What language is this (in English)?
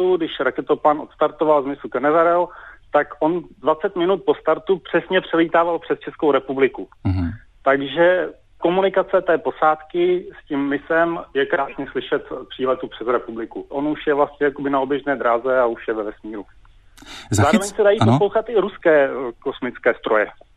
Czech